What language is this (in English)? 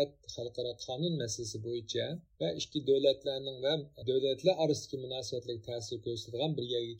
Uyghur